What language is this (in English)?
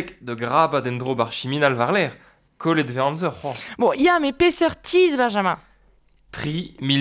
Breton